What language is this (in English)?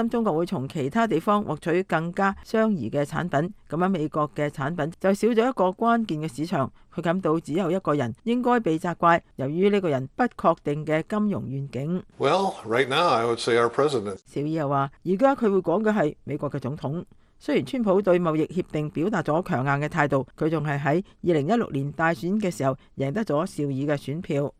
Cantonese